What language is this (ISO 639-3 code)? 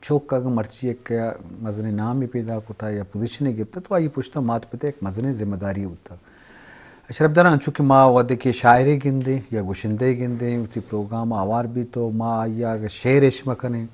bgp